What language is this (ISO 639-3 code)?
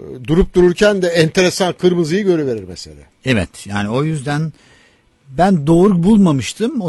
tur